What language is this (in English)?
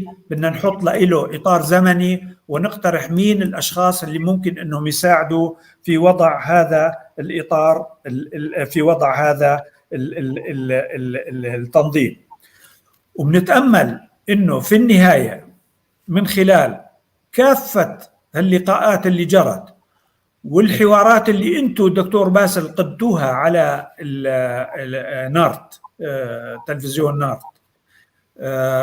North Levantine Arabic